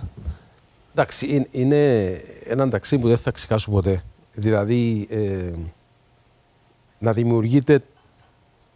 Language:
Greek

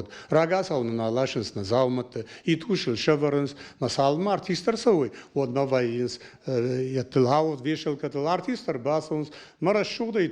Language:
Ossetic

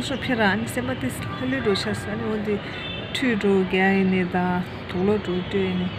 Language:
Tibetan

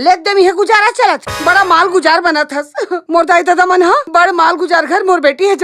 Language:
Chhattisgarhi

